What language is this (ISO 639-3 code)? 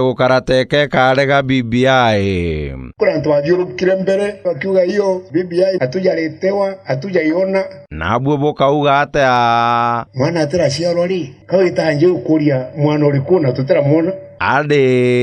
mer